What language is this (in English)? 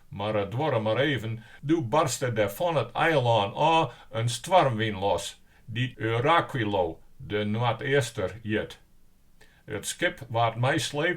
Western Frisian